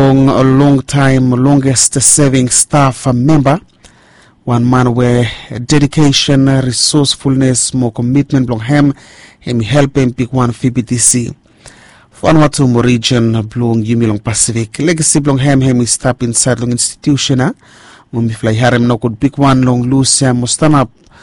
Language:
Bislama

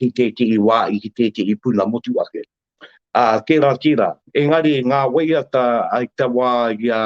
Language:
Māori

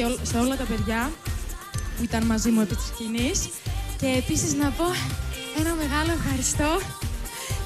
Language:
Greek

